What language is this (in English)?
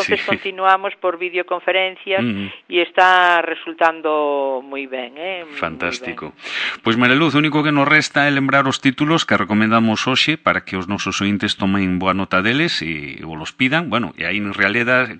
Galician